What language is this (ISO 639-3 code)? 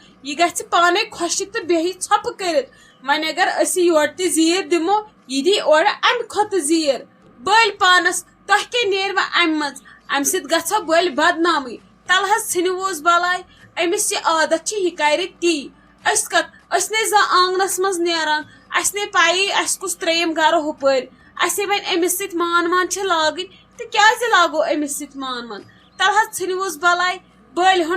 kas